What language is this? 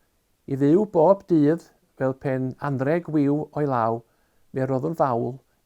Welsh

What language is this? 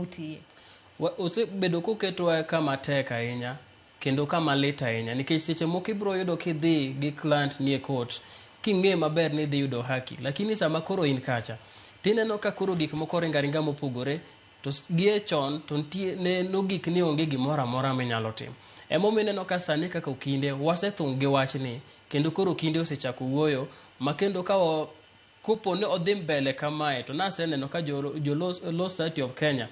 Luo (Kenya and Tanzania)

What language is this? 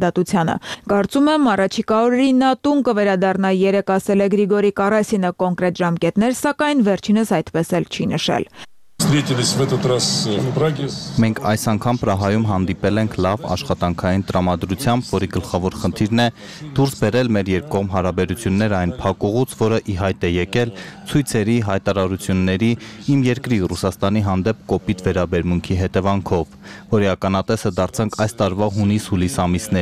Armenian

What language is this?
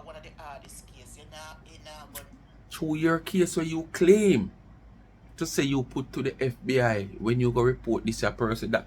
Jamaican Creole English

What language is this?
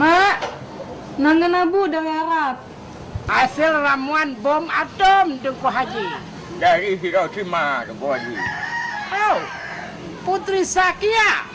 Achinese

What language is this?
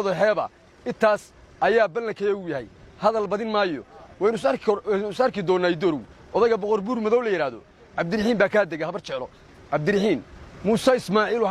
Somali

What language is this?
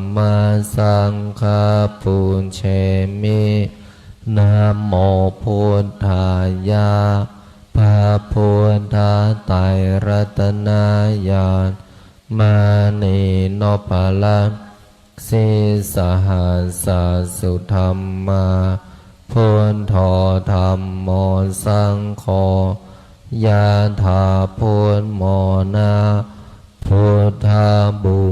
Pali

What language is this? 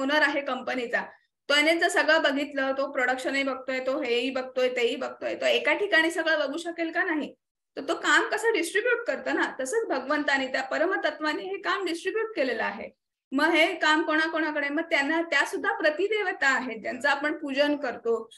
Marathi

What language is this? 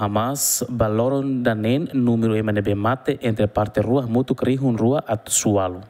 Tetum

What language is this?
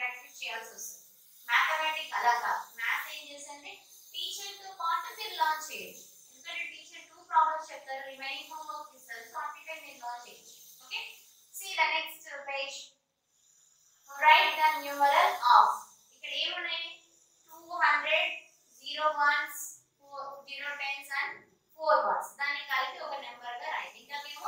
Telugu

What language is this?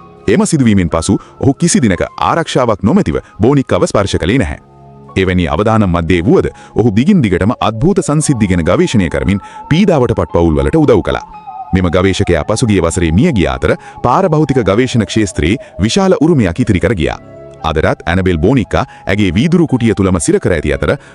Sinhala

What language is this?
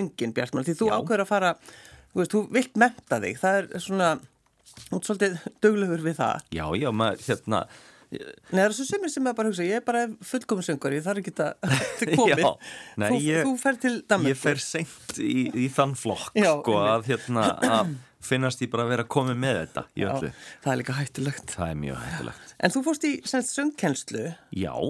Icelandic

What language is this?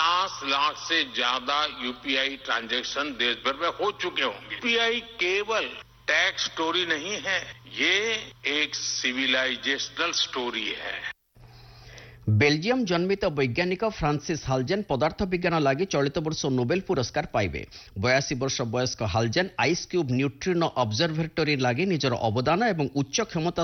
Odia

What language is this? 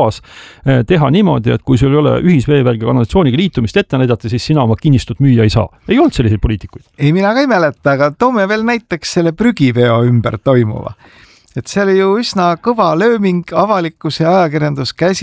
Estonian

